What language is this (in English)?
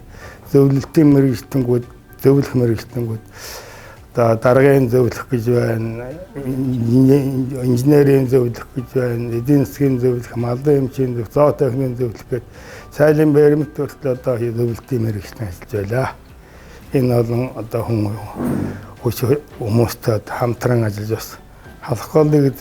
Mongolian